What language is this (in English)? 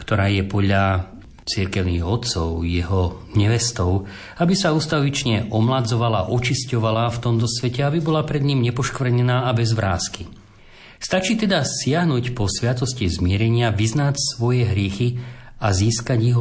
Slovak